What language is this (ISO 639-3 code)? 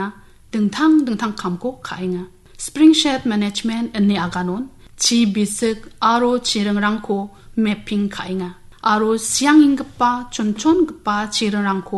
grt